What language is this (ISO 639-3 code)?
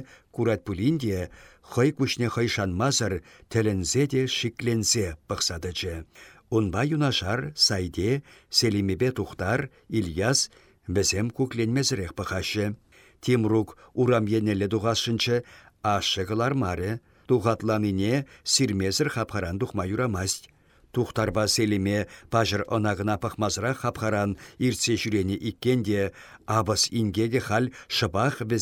chv